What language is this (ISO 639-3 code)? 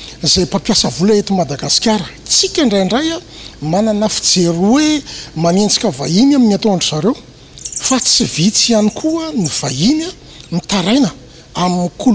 mlg